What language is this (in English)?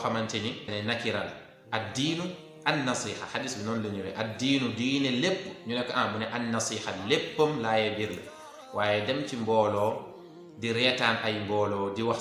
Wolof